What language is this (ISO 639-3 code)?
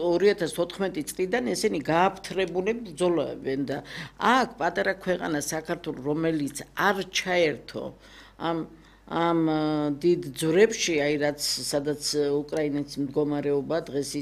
kat